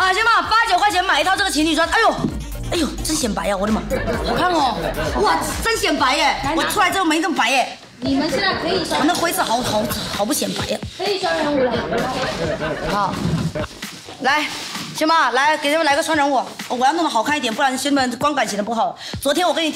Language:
Chinese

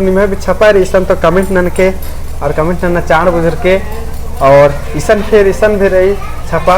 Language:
Kurukh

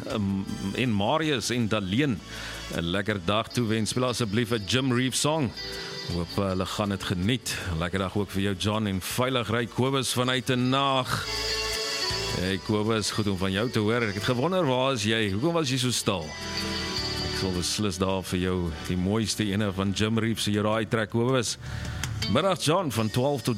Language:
Afrikaans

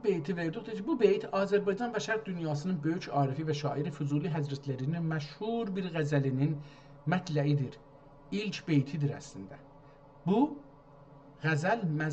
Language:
South Azerbaijani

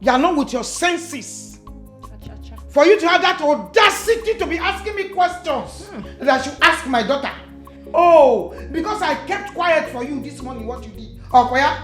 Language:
Nigerian Pidgin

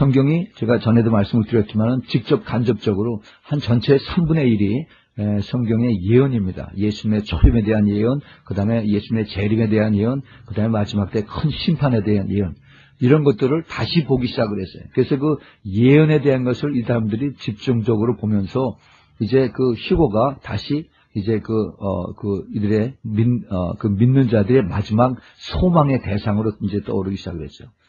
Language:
Korean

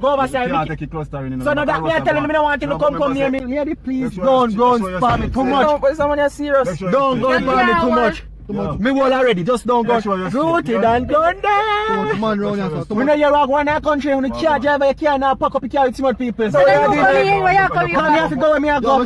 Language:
Jamaican Creole English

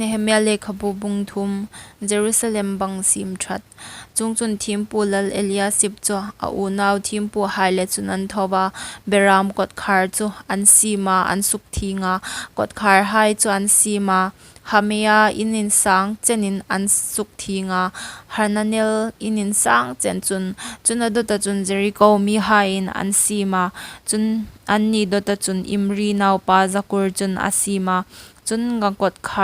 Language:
Hmar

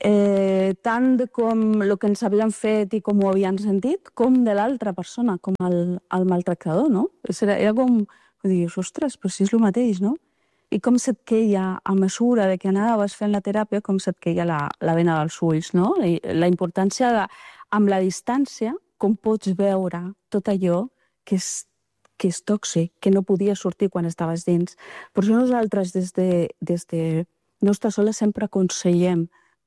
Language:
Catalan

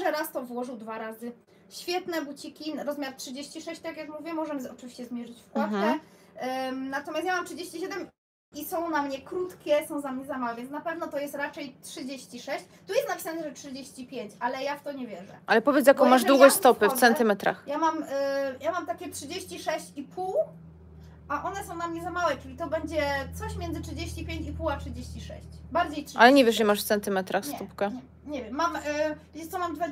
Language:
Polish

